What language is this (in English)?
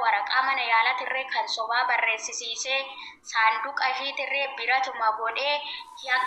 Oromo